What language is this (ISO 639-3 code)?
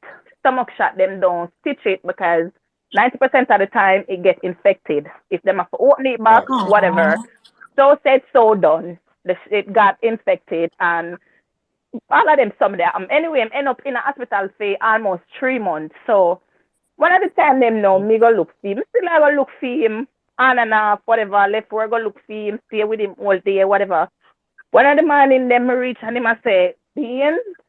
jam